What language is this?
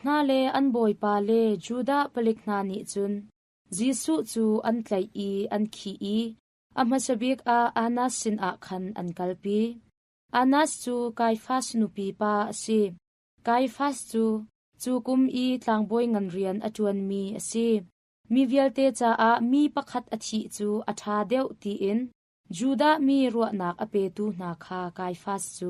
Hakha Chin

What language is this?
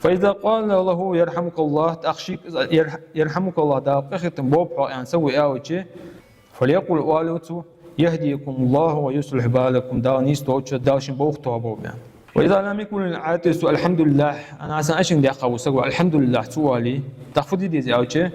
Ingush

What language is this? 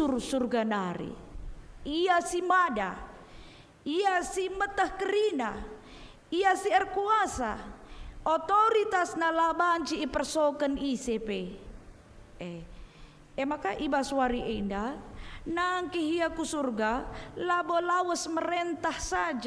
Batak Karo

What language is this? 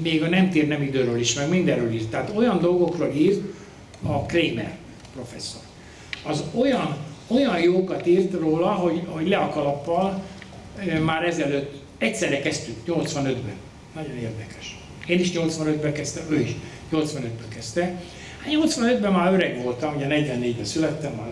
Hungarian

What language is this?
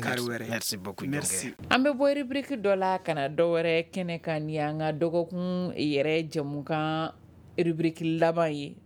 Bambara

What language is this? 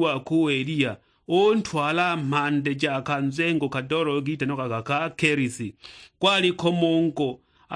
Sukuma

